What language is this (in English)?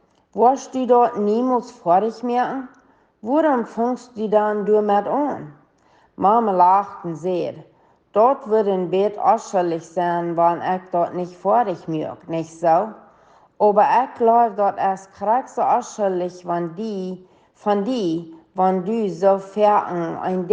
Plautdietsch